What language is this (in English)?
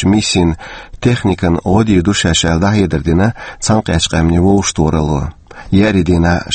Chechen